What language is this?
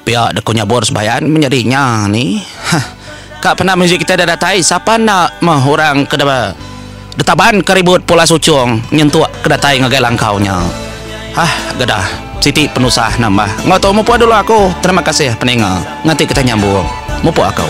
Iban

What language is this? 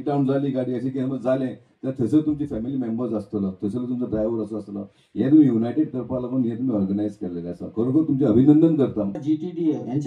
Konkani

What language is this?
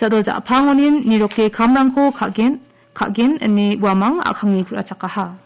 Garo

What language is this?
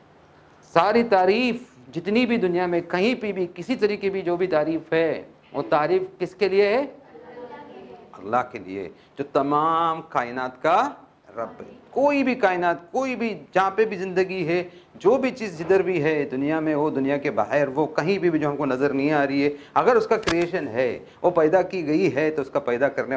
Urdu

